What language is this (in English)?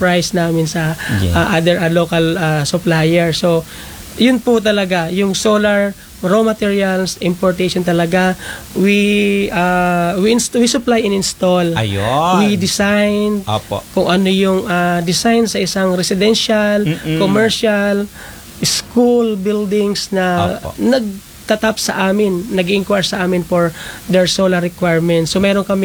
Filipino